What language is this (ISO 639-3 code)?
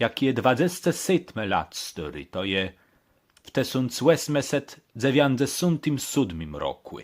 csb